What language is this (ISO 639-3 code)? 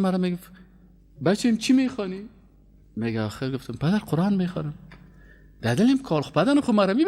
fas